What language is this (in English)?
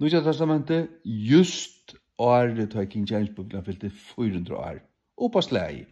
Faroese